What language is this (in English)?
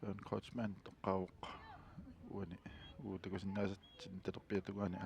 Kalaallisut